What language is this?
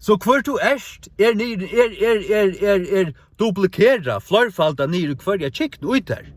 Faroese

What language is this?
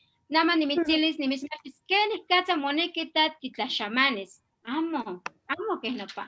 Eastern Huasteca Nahuatl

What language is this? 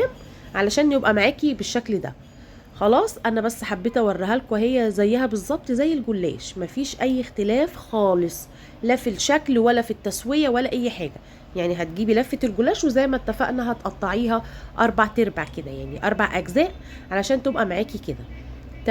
Egyptian Arabic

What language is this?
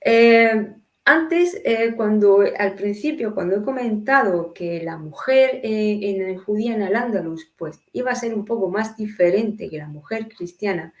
Ladino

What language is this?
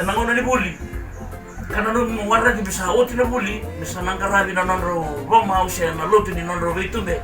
Fijian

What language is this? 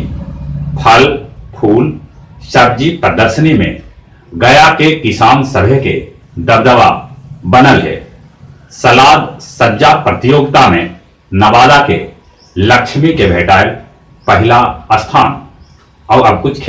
Magahi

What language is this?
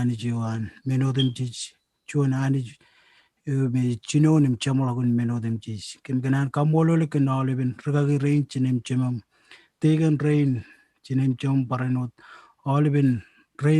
Marshallese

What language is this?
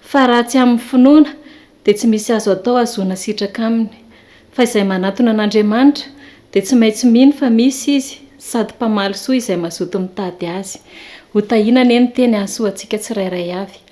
Malagasy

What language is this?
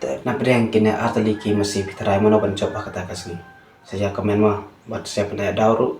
Khasi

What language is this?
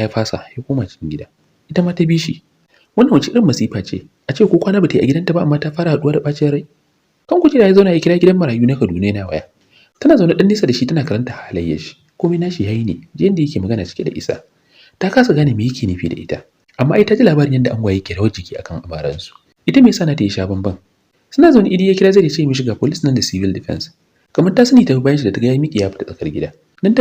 Hausa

